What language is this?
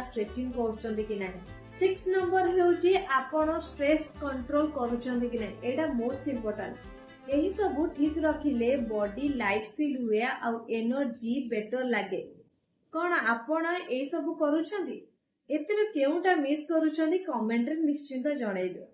Odia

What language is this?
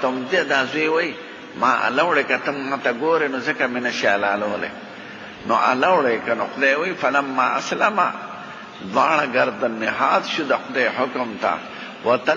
Pashto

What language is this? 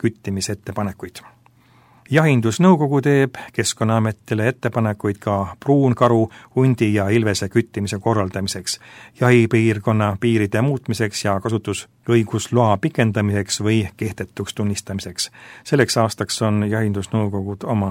Estonian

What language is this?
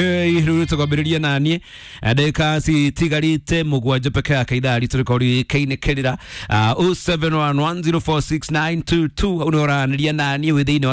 Kikuyu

